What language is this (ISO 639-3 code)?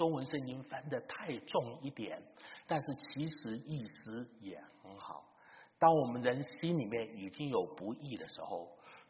zho